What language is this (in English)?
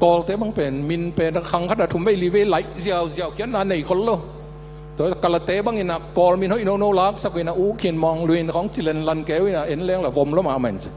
Tedim Chin